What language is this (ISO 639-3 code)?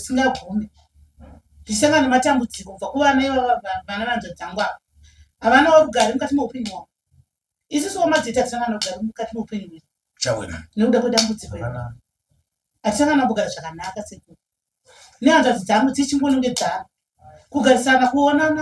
sna